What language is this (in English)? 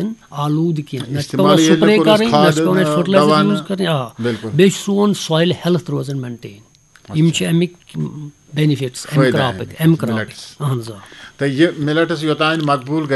Kashmiri